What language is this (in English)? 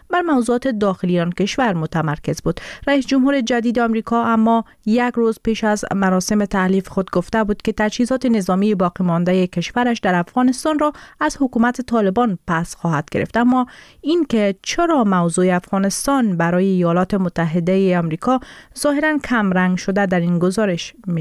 Persian